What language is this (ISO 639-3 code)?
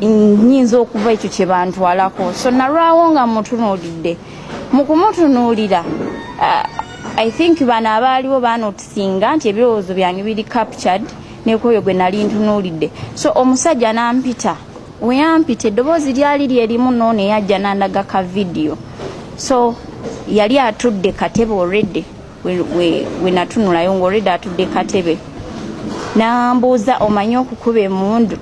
lug